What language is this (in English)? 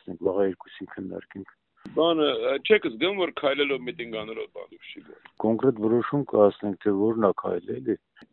Armenian